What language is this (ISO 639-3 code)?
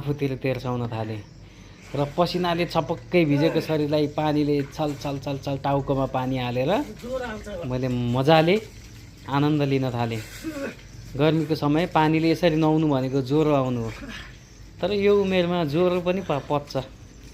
nep